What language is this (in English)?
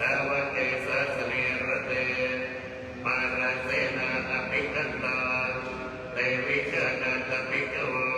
Pali